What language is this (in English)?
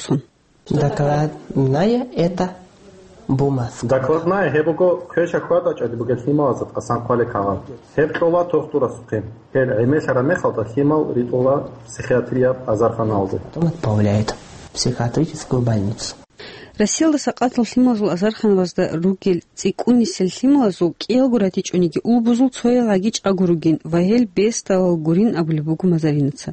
Avaric